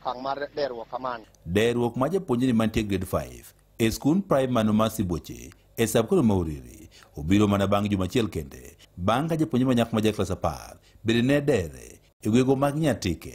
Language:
Luo (Kenya and Tanzania)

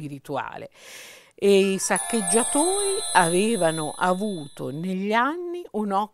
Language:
Italian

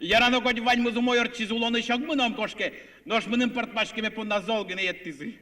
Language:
Udmurt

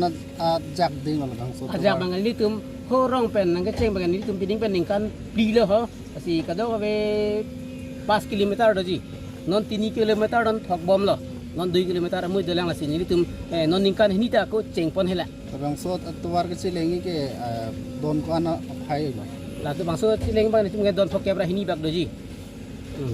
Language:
Karbi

